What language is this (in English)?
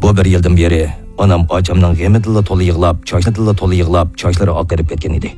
Uyghur